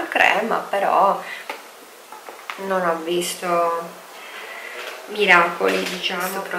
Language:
Italian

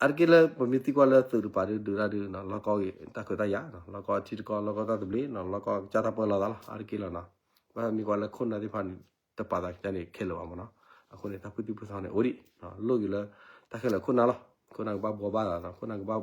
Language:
S'gaw Karen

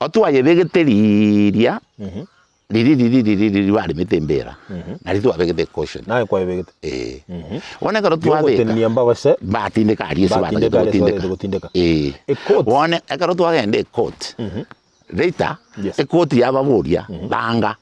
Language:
Gusii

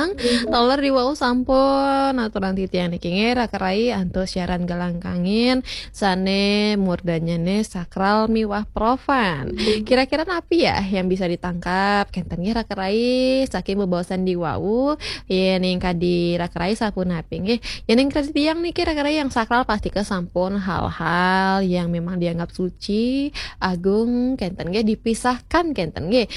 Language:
Balinese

